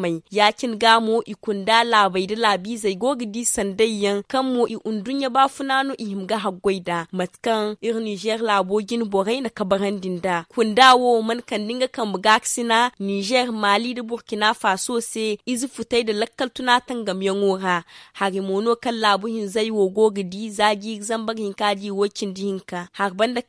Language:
Zarma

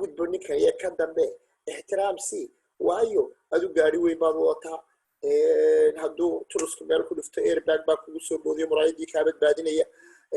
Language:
Somali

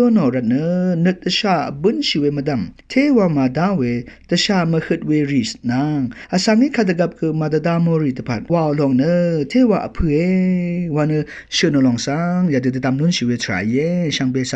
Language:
Rawang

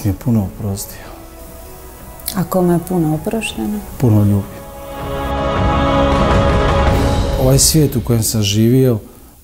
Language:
Croatian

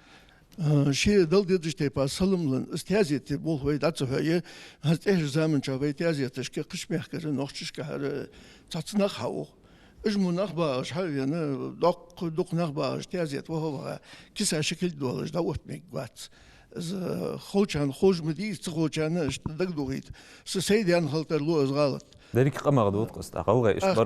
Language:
Ingush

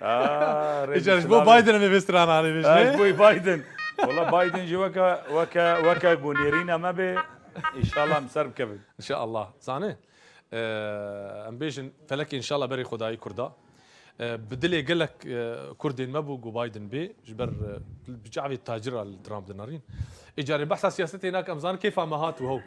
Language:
Kurdish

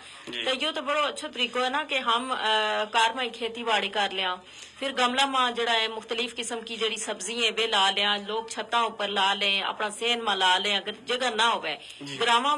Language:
Gujari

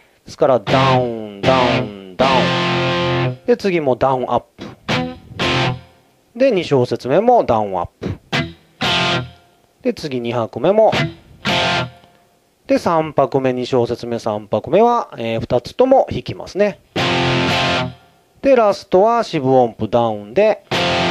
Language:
Japanese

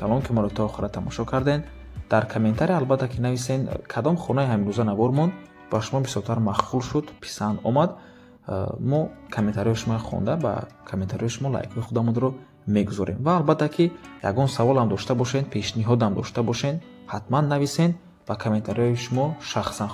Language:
Tajik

